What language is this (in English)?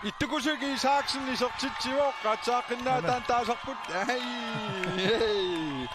Kalaallisut